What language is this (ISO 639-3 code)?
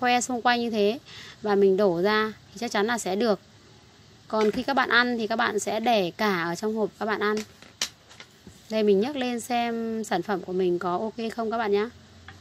vie